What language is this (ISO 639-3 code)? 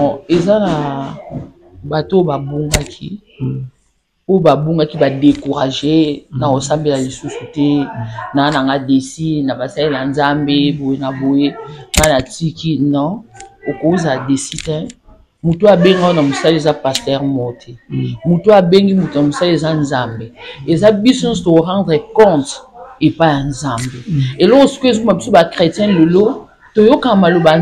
lin